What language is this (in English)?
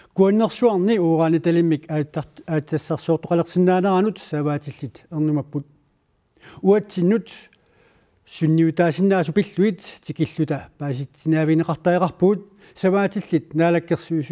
Kalaallisut